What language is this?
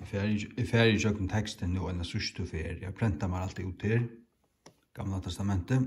Faroese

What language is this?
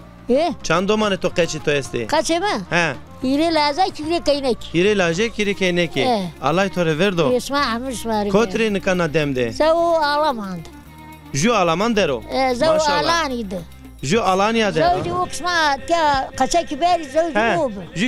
Zaza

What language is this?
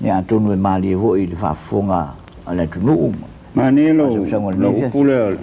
Samoan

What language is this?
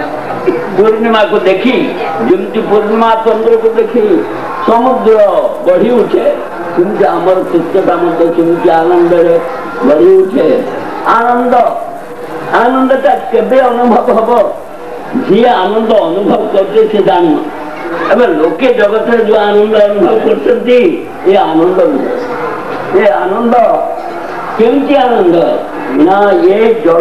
Odia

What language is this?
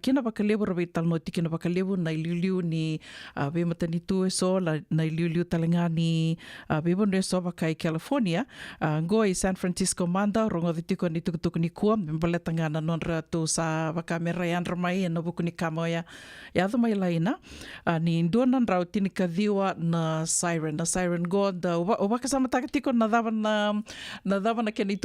Fijian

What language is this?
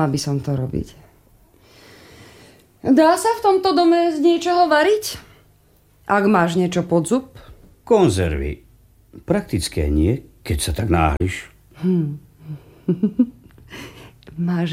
Slovak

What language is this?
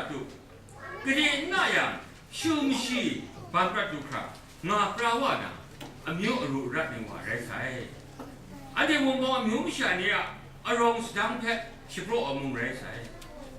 Kachin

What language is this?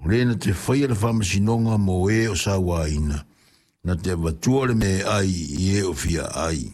Samoan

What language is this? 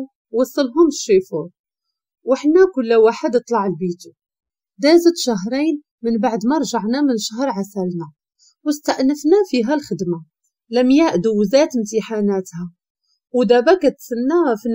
Moroccan Arabic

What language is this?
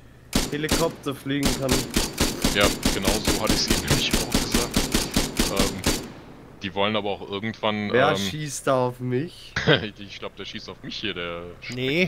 German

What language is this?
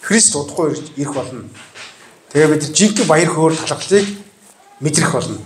Mongolian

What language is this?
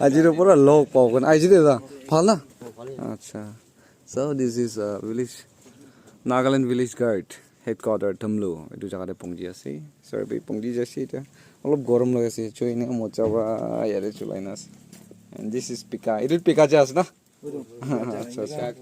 Naga Pidgin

